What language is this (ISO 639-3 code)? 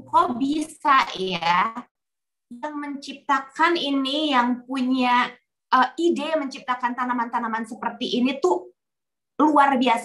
ind